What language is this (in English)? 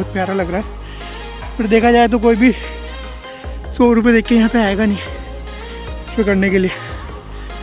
Hindi